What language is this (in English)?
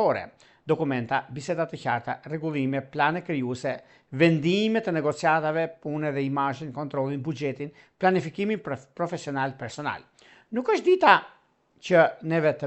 Albanian